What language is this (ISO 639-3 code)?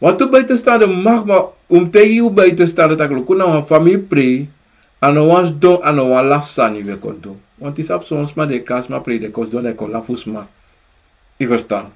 srn